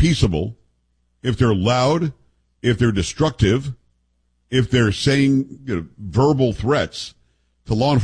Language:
English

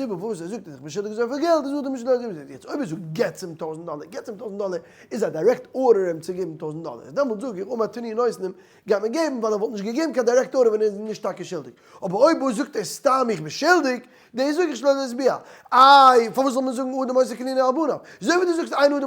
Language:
Yiddish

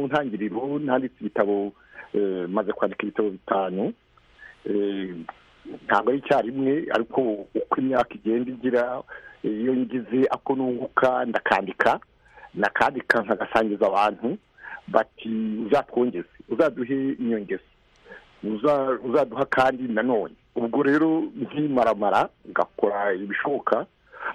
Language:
Kinyarwanda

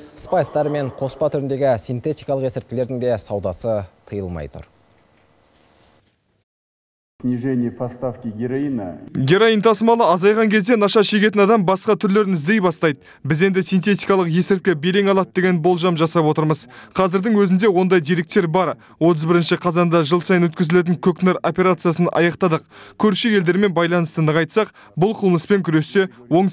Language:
Kazakh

